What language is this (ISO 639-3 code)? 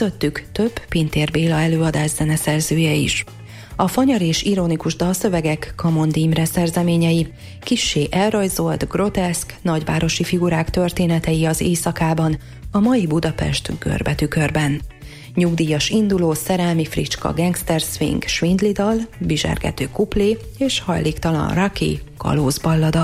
hun